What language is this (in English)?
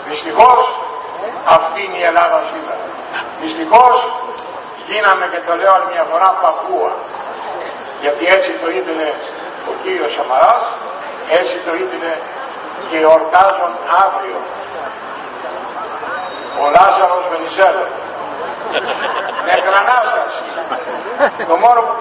Greek